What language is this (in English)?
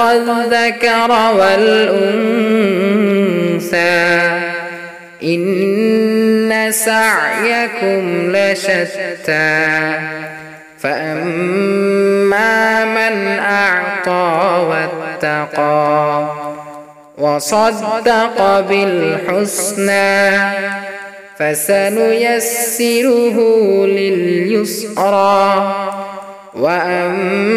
Arabic